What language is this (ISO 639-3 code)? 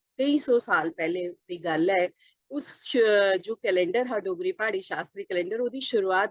doi